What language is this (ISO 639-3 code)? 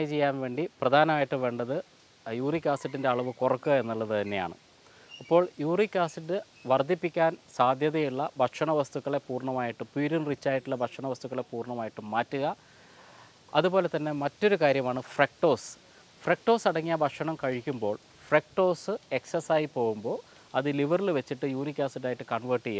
mal